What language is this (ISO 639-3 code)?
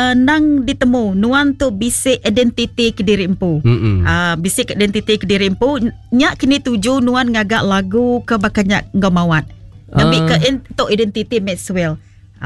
iba